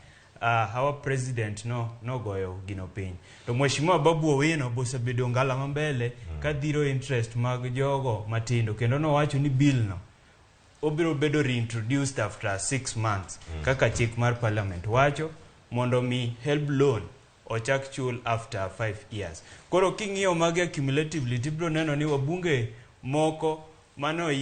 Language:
Luo (Kenya and Tanzania)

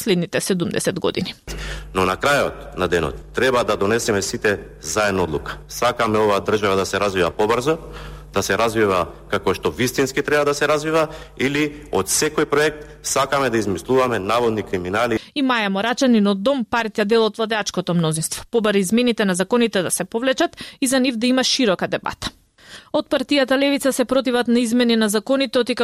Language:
Macedonian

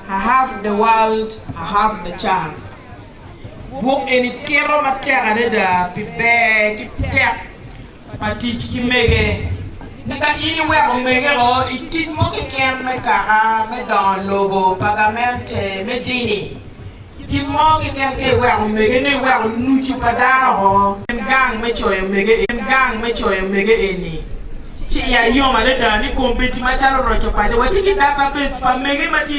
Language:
Acoli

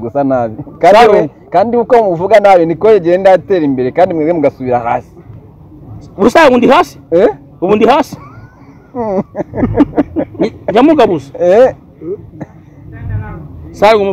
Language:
Kinyarwanda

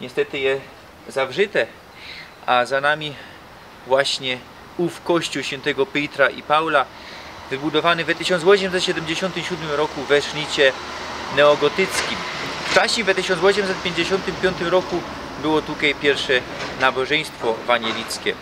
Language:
Silesian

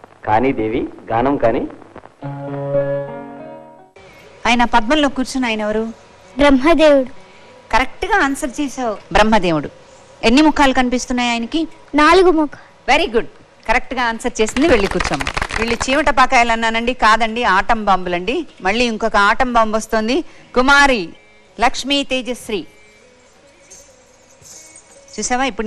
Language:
Telugu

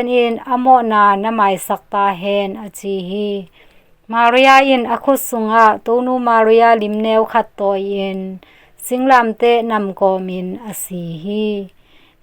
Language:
Tedim Chin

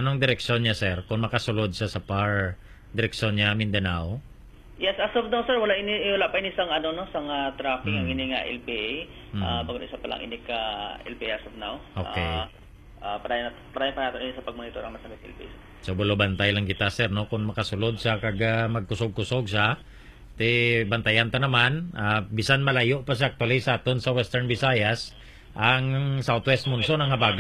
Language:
Hiligaynon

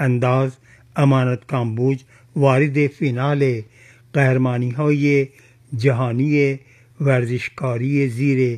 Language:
Persian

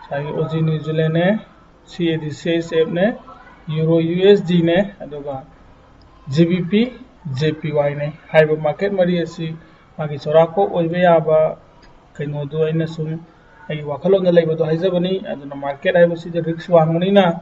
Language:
Manipuri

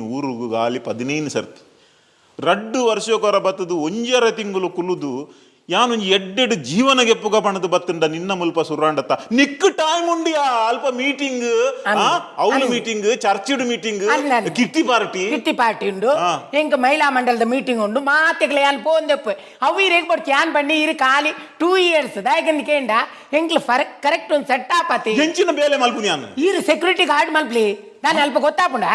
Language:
Tulu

